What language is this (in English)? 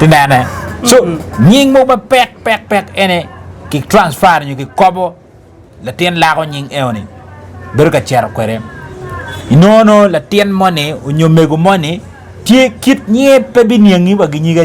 Acoli